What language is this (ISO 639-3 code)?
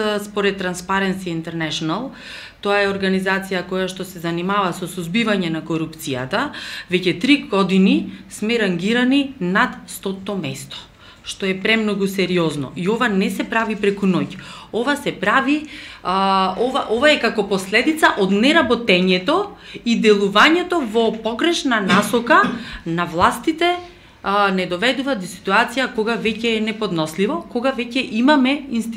mkd